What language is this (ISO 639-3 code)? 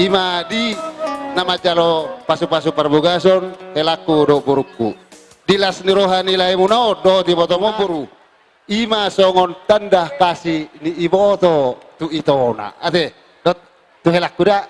bbc